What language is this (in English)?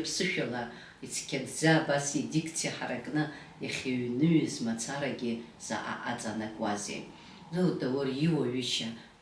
Abkhazian